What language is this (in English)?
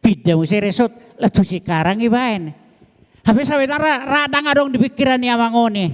Batak Toba